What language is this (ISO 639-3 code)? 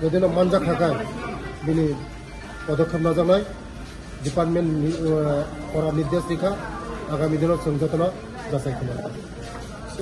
trp